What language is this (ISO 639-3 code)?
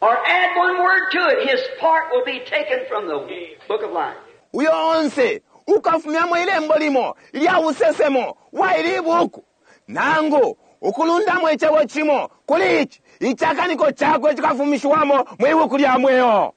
bem